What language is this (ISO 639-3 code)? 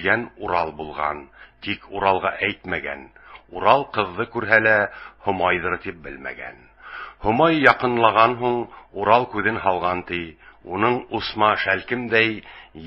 bak